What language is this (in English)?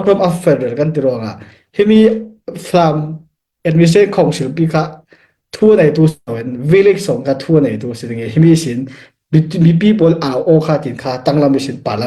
Falam Chin